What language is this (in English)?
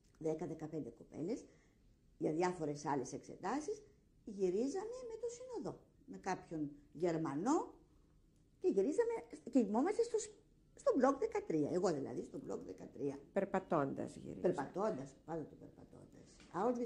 Greek